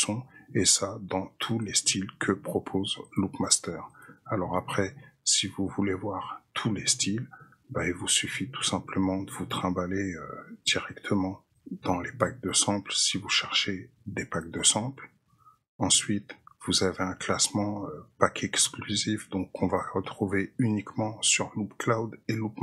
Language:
French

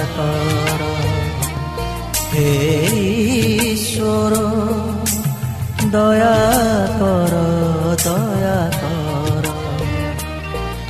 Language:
Odia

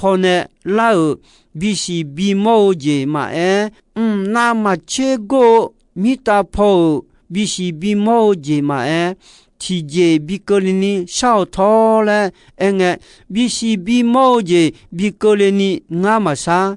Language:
Akha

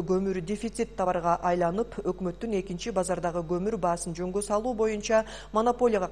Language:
Kyrgyz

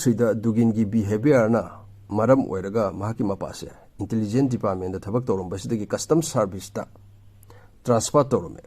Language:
Manipuri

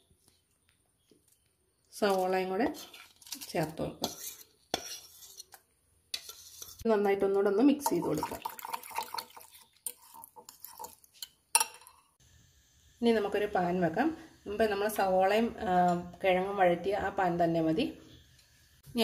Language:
Malayalam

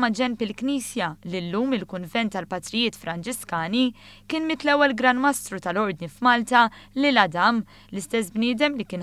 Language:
Maltese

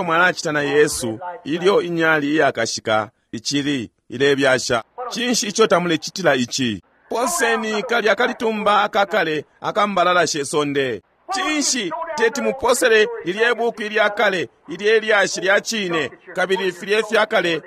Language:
Bemba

